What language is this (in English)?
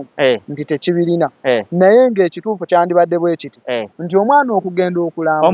Ganda